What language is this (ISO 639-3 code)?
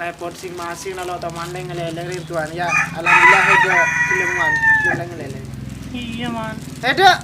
mad